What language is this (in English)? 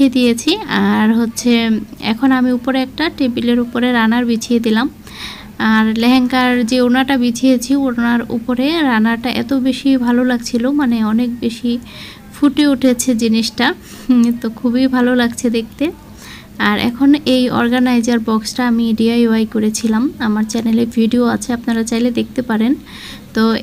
Bangla